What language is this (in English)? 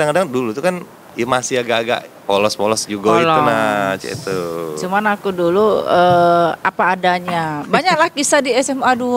Musi